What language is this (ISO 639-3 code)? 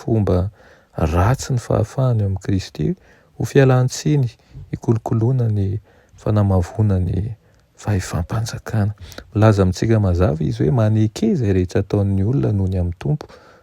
mlg